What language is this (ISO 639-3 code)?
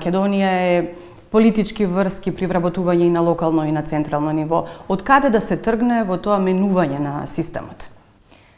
mkd